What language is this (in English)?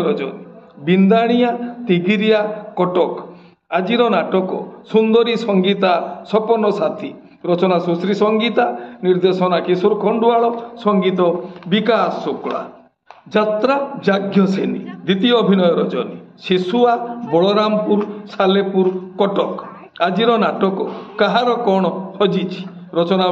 Odia